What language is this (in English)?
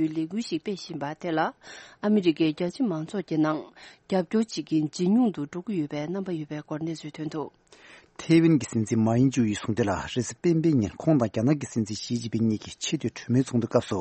Tibetan